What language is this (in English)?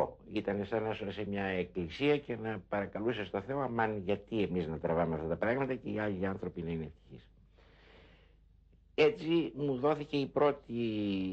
Greek